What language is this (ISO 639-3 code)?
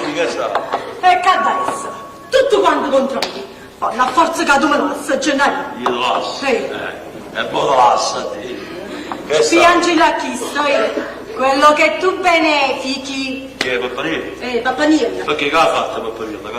nap